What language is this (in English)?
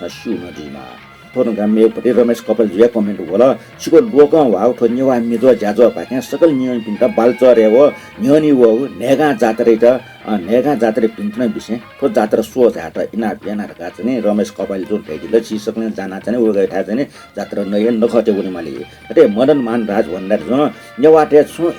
Newari